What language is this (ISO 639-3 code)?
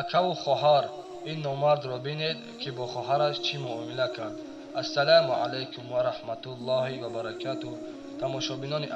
tgk